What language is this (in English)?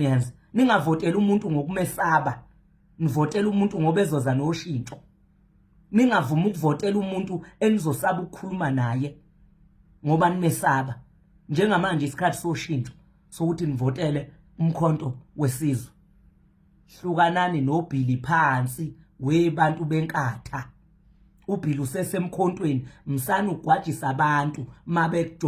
Zulu